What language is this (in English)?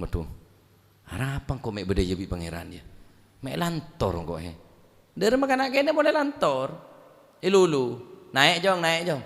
Madurese